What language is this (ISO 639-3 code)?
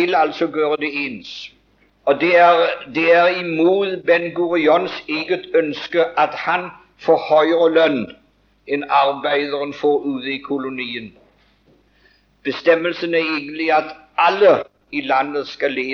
nor